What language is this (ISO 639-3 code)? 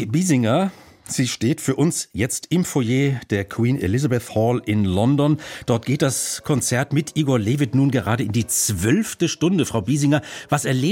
deu